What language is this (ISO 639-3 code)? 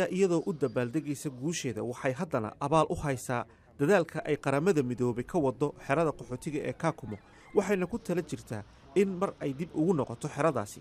som